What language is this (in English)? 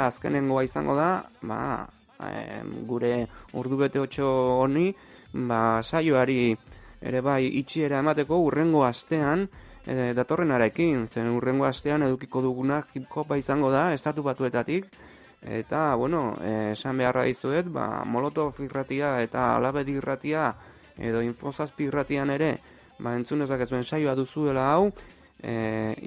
Basque